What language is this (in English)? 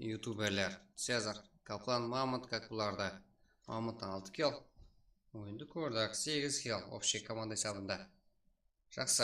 Kara-Kalpak